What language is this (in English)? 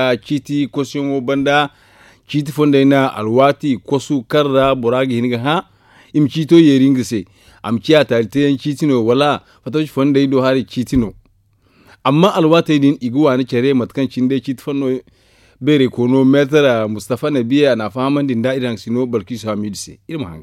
Zarma